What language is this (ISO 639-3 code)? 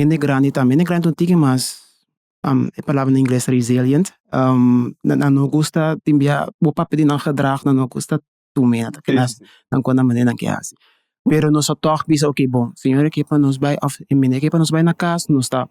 pap